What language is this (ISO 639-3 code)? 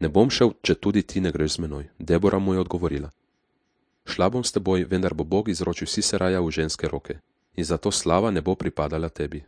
slv